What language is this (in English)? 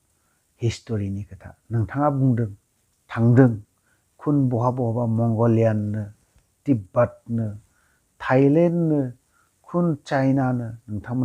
Bodo